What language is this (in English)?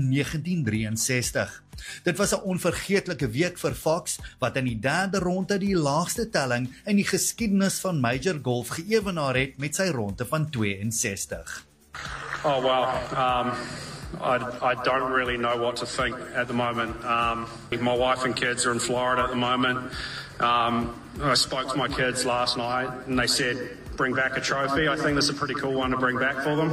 Afrikaans